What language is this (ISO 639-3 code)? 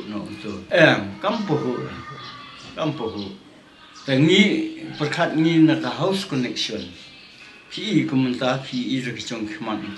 kha